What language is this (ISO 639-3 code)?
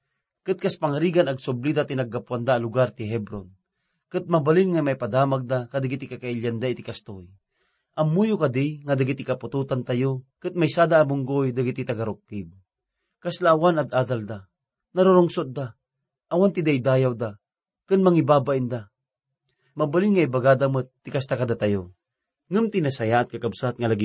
ilo